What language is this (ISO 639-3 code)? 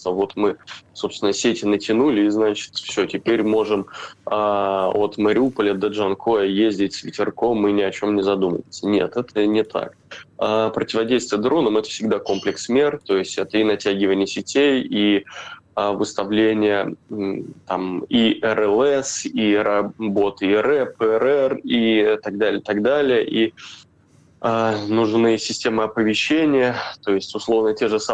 rus